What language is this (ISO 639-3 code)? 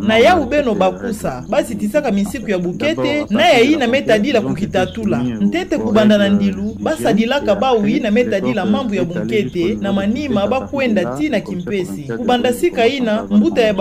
ktu